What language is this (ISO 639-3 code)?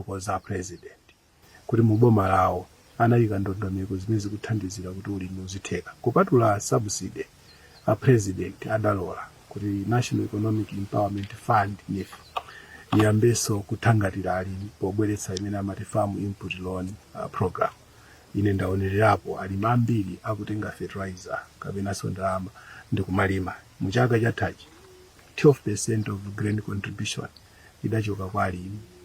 nya